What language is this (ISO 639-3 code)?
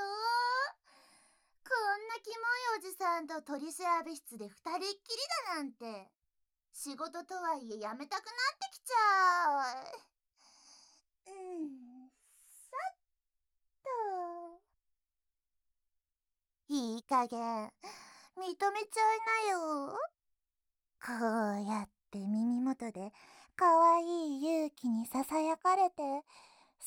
jpn